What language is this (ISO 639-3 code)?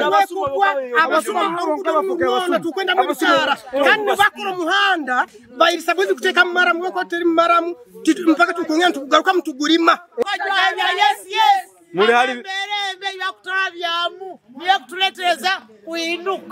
nyn